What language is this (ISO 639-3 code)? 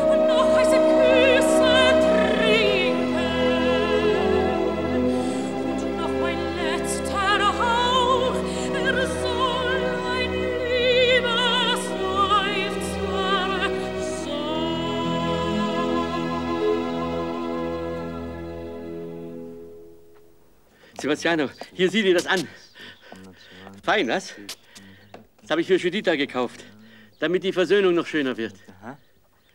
deu